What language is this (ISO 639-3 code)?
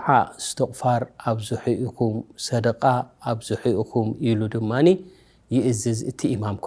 tir